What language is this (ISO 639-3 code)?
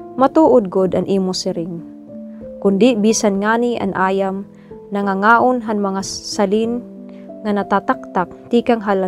war